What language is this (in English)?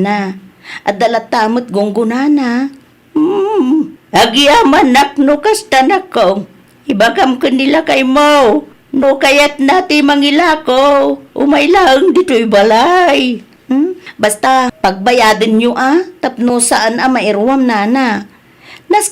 Iloko